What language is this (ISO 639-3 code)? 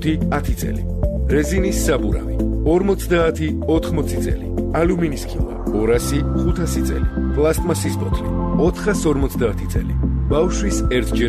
kat